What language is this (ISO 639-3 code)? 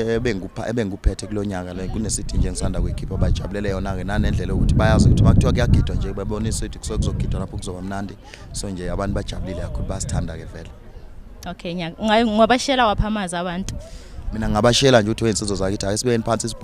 zul